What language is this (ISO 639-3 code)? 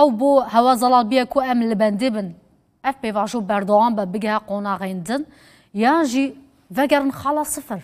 kur